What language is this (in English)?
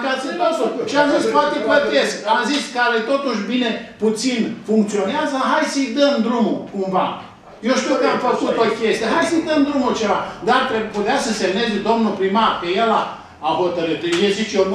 Romanian